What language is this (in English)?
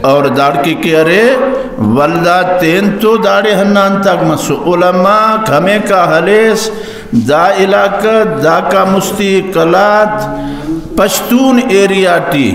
Brahui